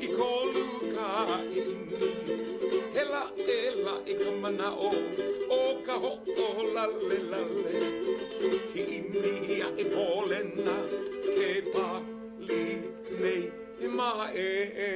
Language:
Hawaiian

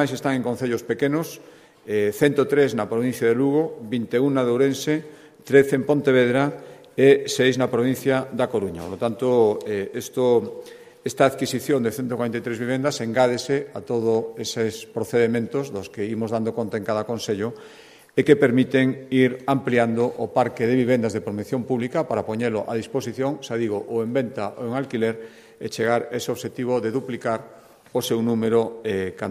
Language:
Galician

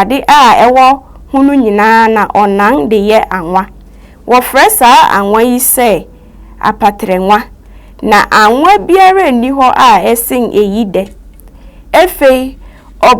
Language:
Akan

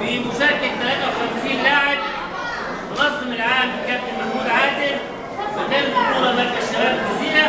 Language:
Egyptian Arabic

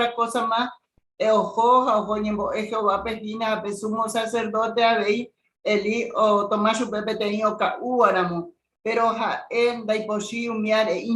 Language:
Guarani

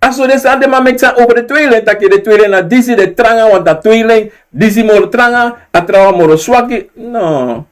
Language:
Sranan Tongo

